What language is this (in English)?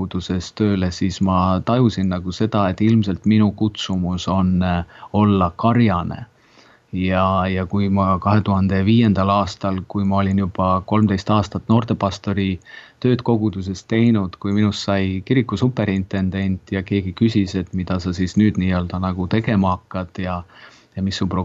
Estonian